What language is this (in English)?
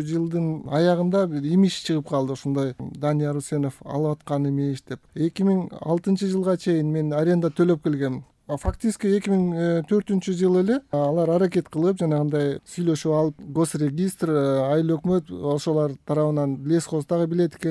Kyrgyz